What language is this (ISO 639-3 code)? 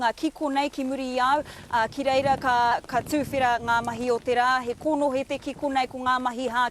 mri